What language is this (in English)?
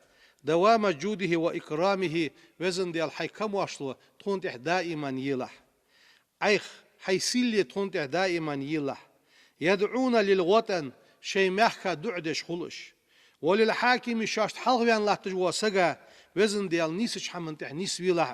Ingush